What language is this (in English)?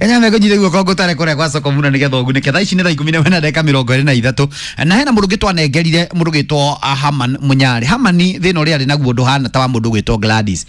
Kikuyu